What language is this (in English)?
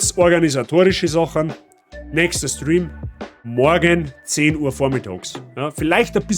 Bavarian